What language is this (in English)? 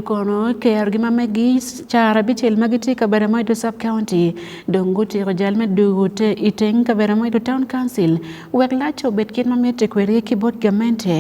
Acoli